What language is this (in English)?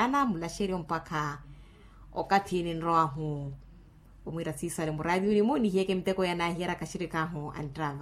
Makhuwa